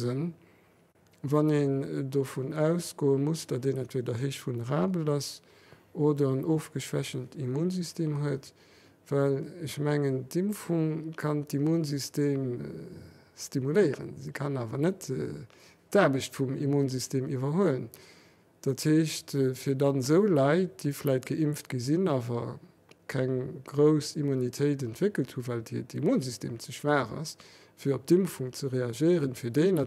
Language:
Luxembourgish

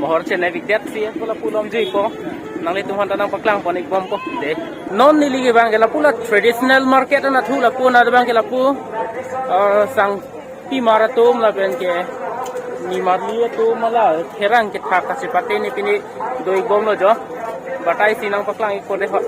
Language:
Karbi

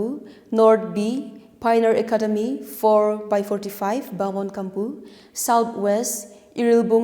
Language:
Tangkhul Naga (India)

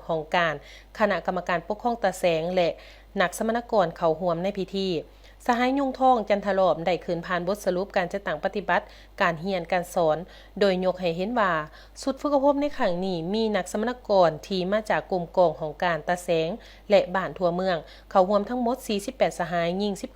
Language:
Lao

